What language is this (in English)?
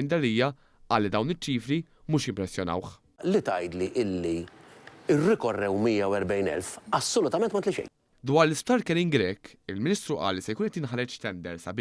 Maltese